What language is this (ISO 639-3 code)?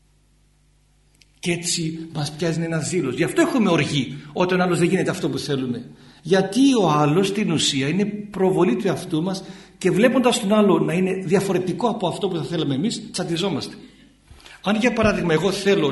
ell